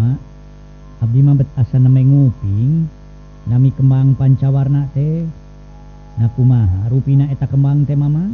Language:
Sundanese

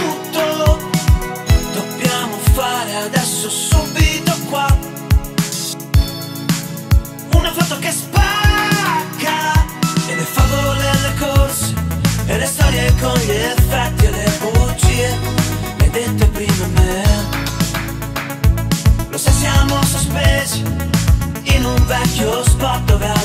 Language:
Italian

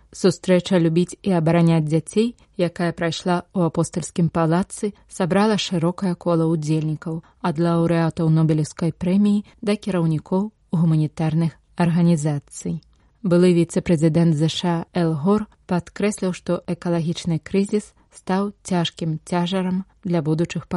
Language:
Belarusian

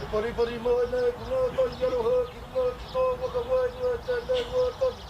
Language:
Māori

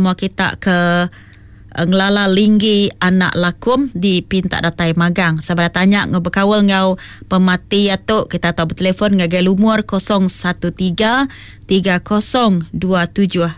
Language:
Iban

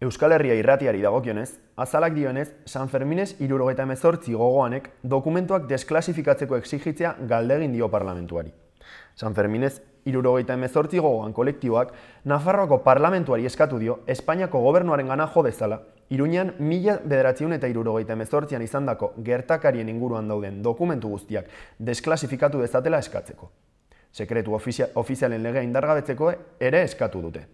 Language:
Basque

